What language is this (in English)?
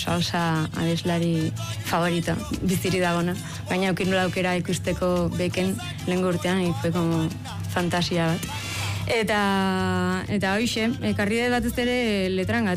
Basque